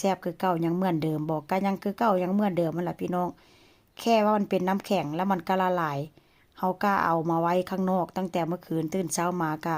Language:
Lao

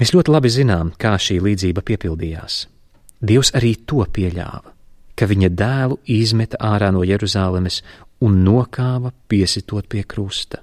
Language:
Latvian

